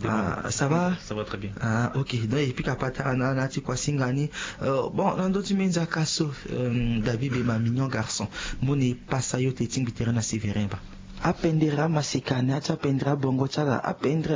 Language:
Sango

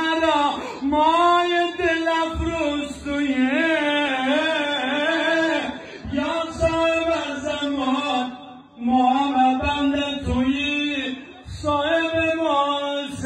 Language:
Persian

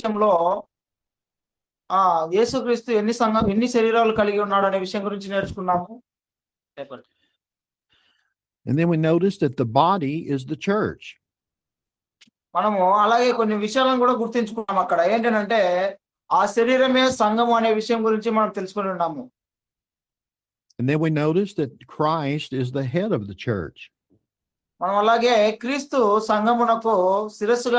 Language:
Telugu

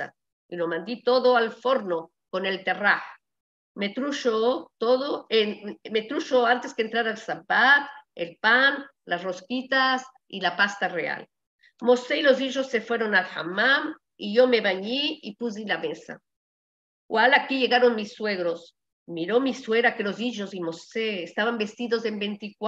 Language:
Ladino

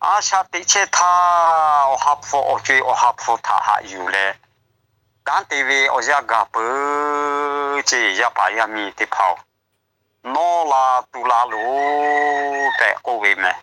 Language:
Lahu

